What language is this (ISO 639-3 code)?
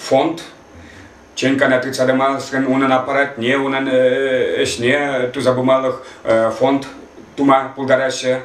chv